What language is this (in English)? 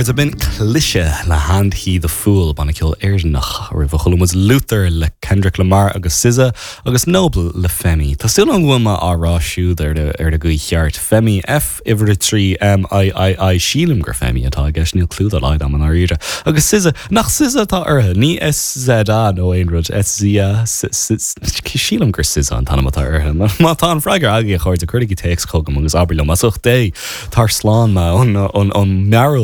Irish